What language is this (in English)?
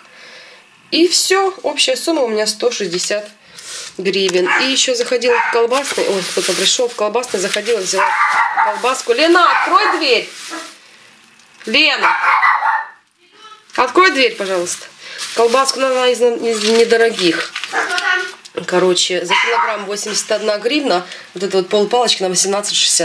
Russian